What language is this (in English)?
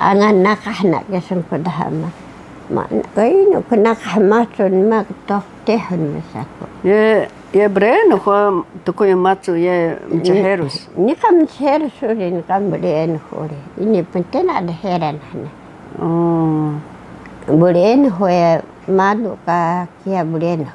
Taroko